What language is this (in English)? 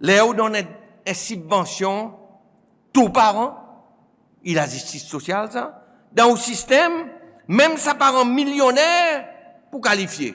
Seselwa Creole French